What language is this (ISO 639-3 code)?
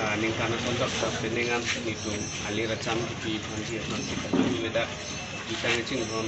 mjw